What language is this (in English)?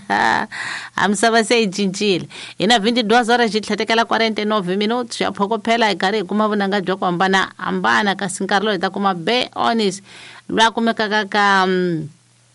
Tsonga